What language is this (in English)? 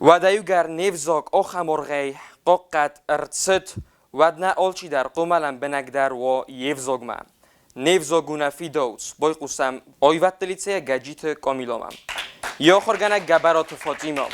Ossetic